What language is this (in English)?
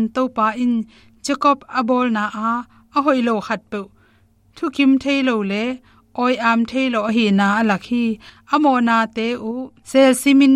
Tedim Chin